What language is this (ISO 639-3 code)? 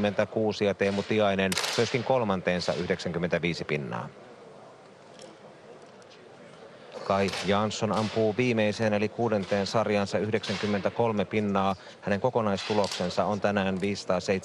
fin